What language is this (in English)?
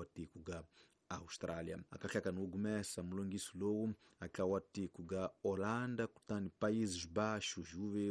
Tsonga